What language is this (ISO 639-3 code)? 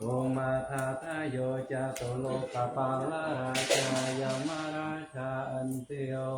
pli